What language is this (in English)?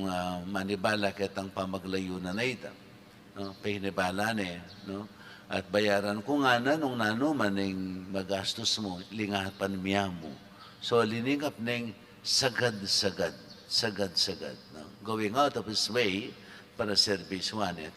Pampanga